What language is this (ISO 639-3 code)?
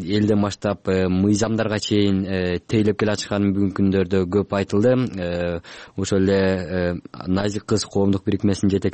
kir